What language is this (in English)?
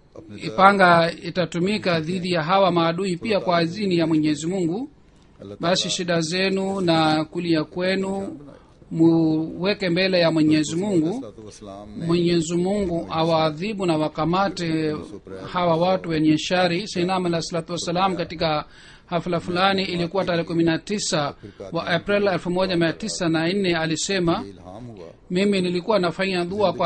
Swahili